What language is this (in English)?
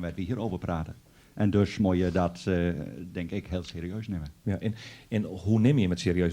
Western Frisian